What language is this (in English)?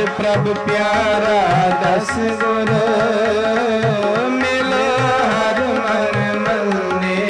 Punjabi